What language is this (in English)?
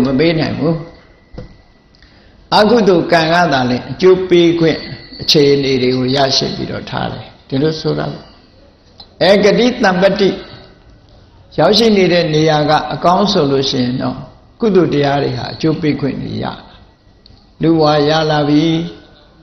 Burmese